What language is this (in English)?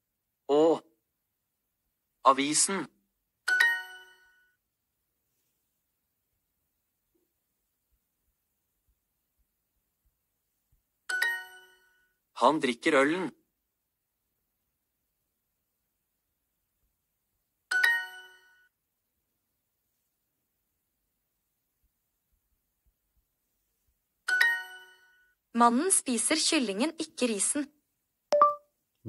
Norwegian